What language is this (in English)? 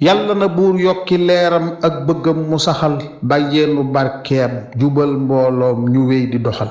Wolof